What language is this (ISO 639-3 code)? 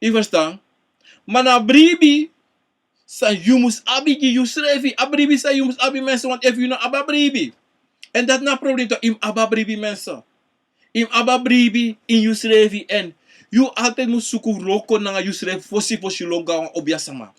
srn